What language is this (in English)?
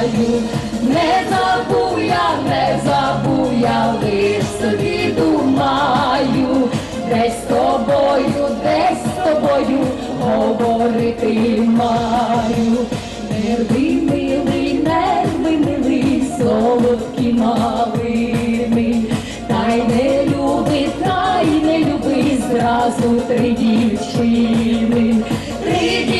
Rusyn